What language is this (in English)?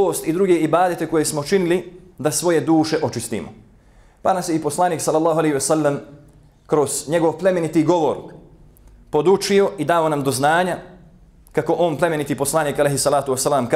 Bosnian